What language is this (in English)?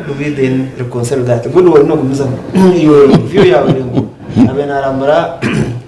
Nyankole